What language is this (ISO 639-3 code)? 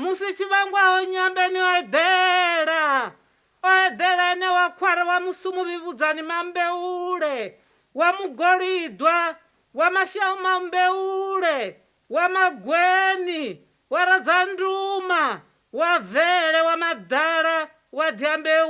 ven